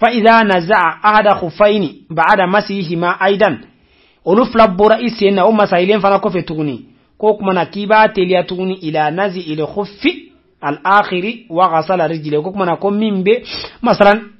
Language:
Bambara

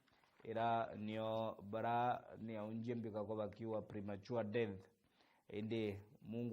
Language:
Meru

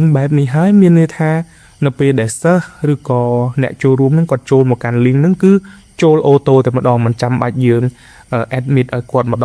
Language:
Khmer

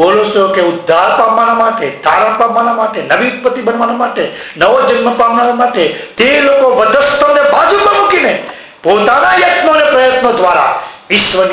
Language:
Gujarati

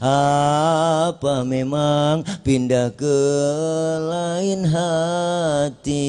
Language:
Betawi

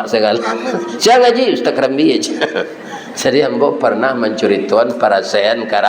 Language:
Minangkabau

